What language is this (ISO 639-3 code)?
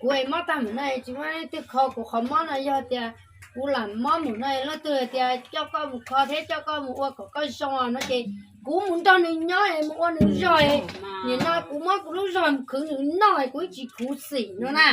hmn